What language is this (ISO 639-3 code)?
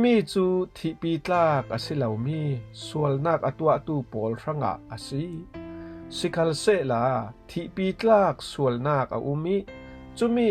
cfm